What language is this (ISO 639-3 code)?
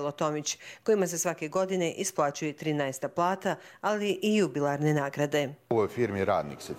bos